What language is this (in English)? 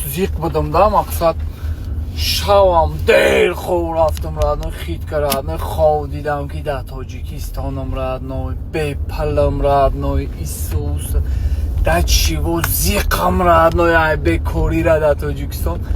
Tajik